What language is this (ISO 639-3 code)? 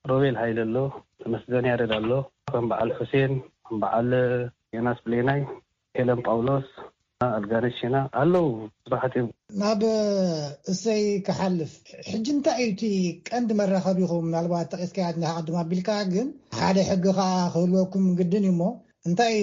tir